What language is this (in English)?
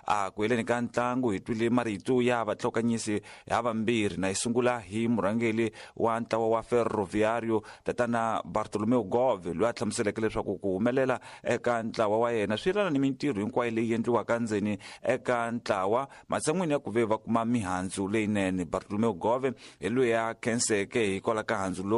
Tsonga